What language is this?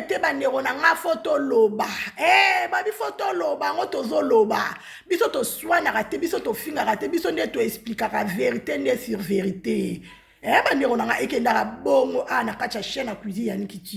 Lingala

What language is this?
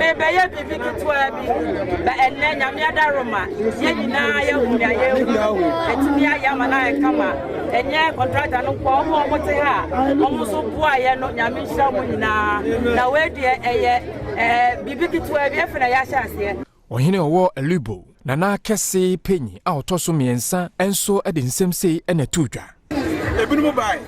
Akan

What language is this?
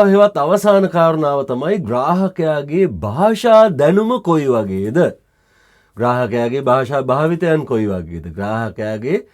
Sinhala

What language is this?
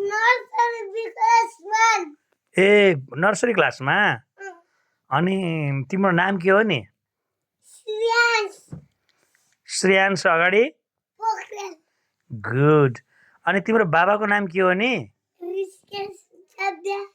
Nepali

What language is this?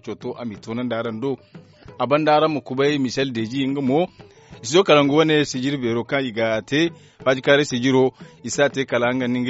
Zarma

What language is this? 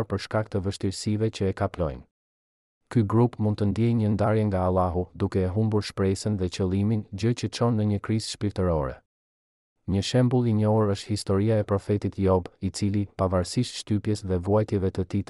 Albanian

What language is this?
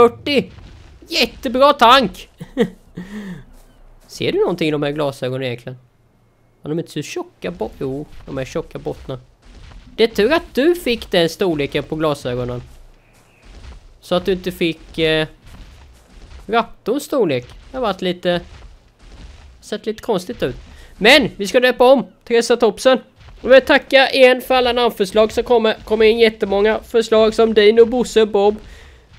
Swedish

